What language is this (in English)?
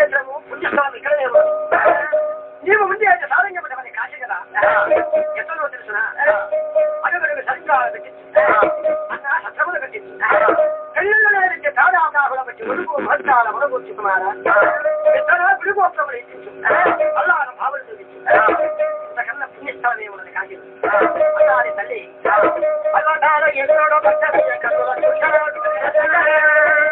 Telugu